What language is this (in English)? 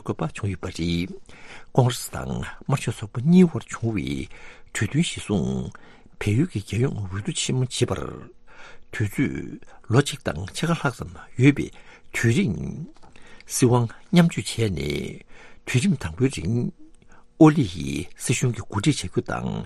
Tibetan